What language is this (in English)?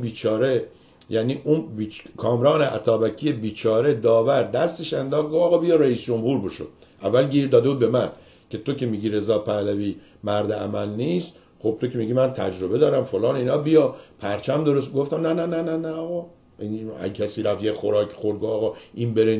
Persian